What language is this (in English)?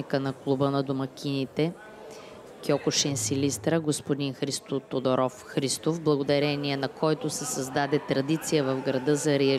Bulgarian